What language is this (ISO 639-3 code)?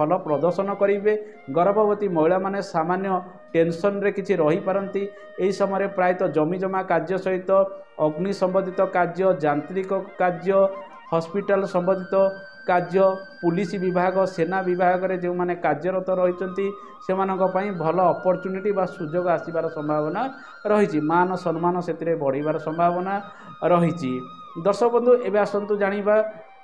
ori